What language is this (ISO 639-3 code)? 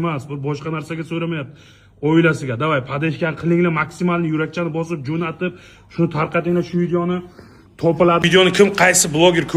uzb